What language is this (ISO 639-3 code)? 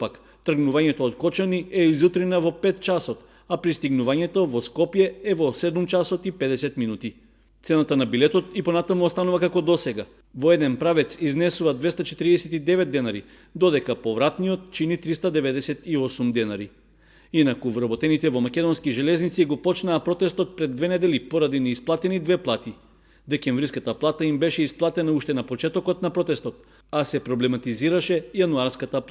mkd